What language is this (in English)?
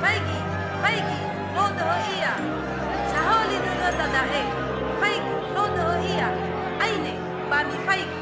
Nias